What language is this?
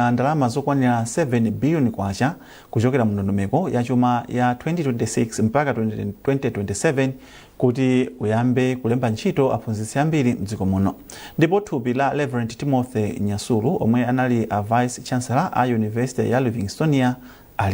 Nyanja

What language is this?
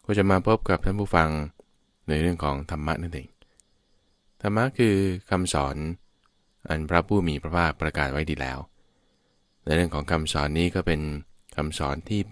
Thai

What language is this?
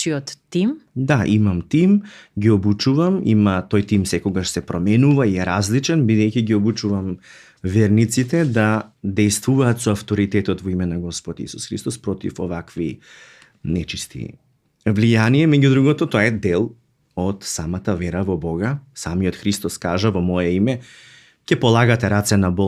Macedonian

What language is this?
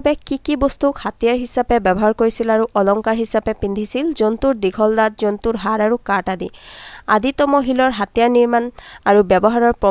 Assamese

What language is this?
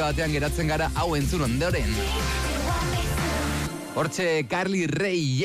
Basque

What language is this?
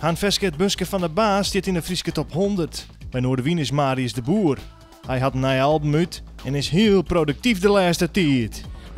Western Frisian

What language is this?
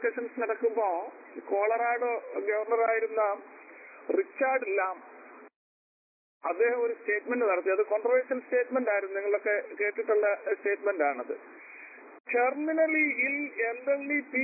Malayalam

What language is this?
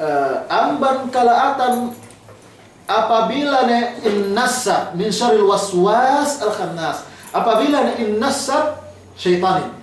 Yakan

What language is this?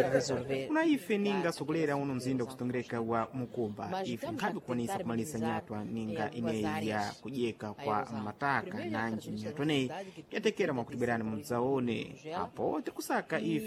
Sena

